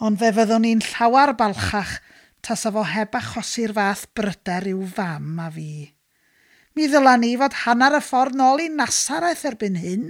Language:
Welsh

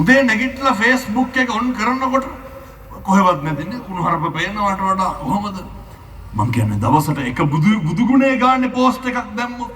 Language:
Sinhala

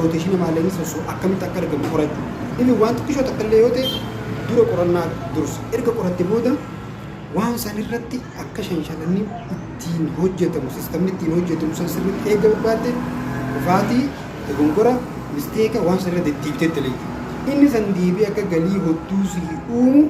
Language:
Oromo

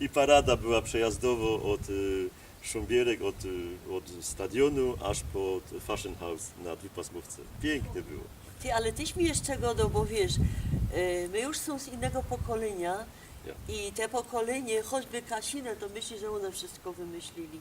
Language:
Silesian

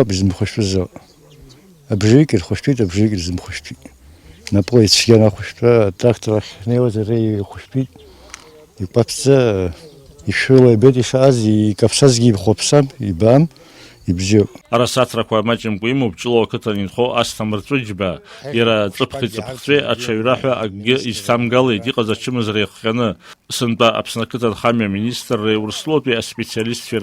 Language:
Abkhazian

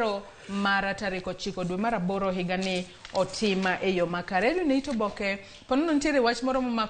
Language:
Luo (Kenya and Tanzania)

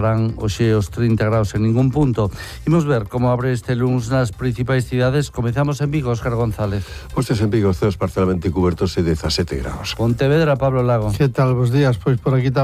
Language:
Galician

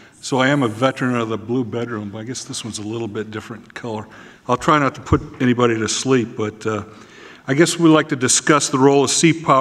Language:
English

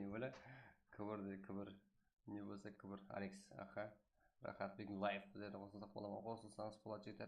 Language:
Kara-Kalpak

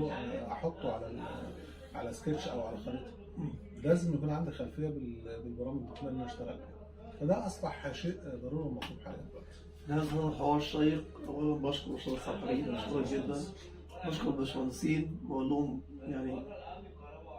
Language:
Egyptian Arabic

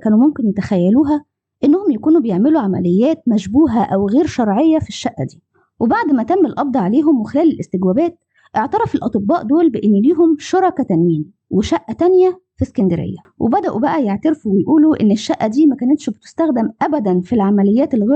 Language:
Egyptian Arabic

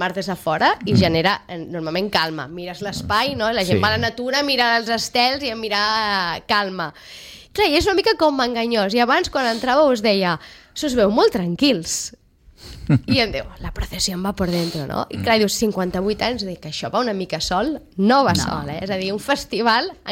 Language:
Catalan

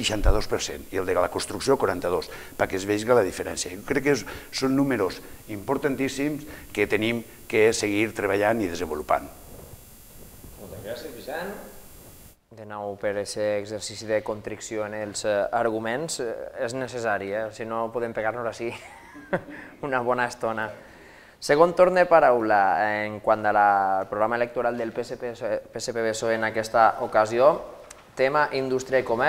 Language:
Catalan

